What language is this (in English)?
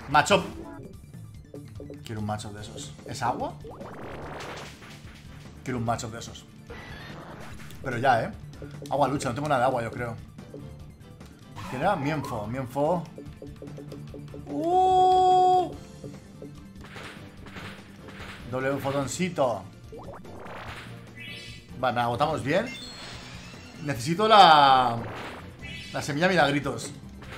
Spanish